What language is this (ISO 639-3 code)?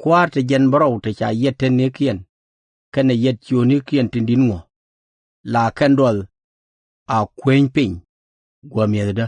nus